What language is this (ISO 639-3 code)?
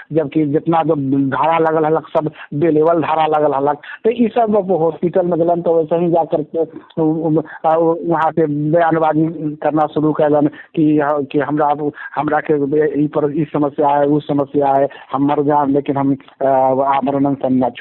mag